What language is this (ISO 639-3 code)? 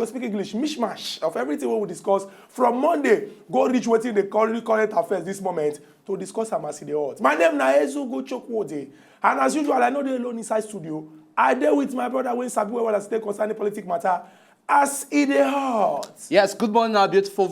pcm